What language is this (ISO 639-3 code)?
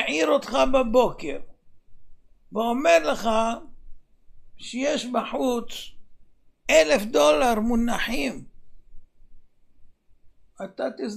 heb